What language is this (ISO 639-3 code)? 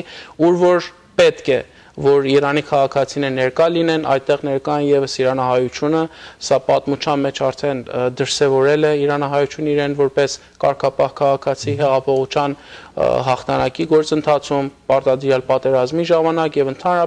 hyw